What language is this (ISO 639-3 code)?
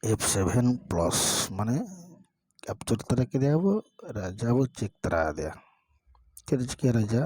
sat